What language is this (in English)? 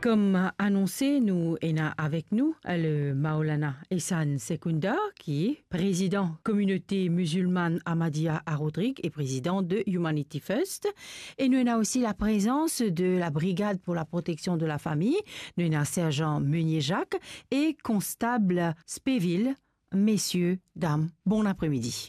Morisyen